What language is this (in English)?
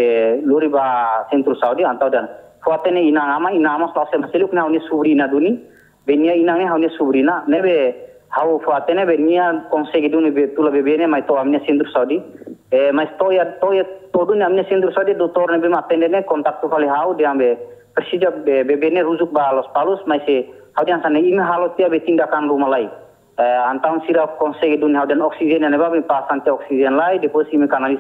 Tetum